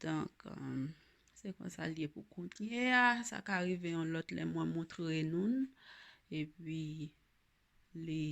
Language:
Haitian Creole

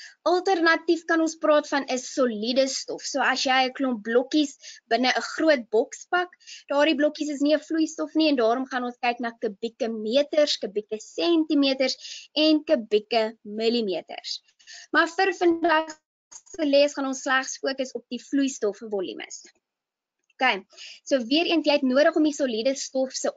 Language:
Afrikaans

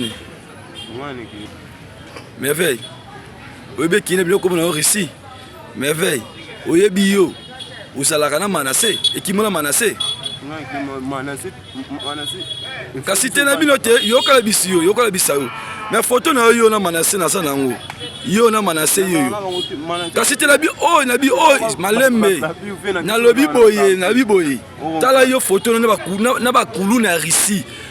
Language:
Lingala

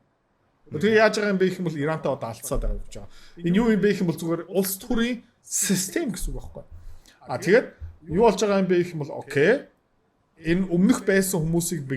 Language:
Mongolian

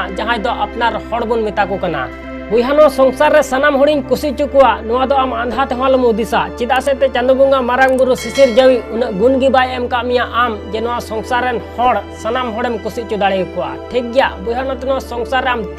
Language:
Santali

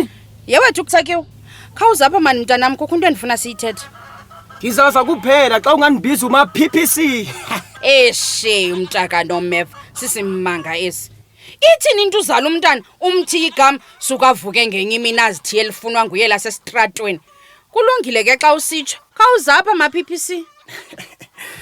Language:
Xhosa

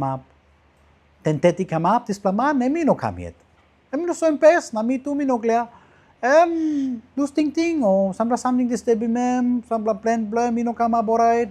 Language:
Tok Pisin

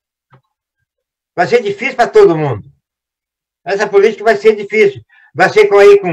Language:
Portuguese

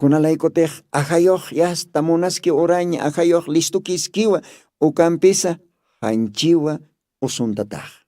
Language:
Aymara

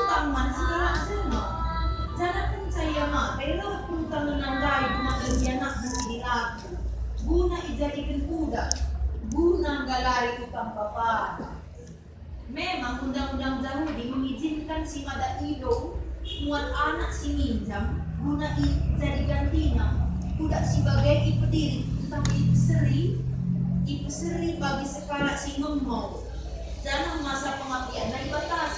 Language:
Batak Karo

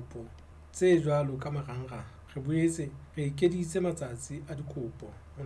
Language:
Southern Sotho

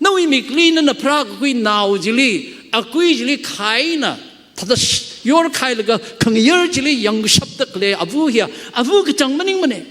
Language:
Tangkhul Naga (India)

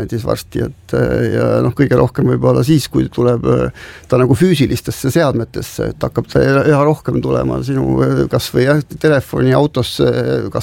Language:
Estonian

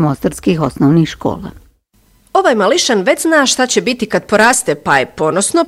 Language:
Bosnian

